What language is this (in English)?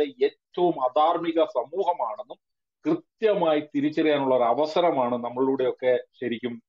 Malayalam